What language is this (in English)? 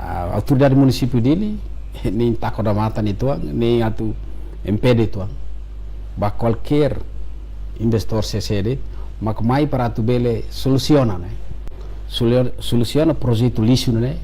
Tetum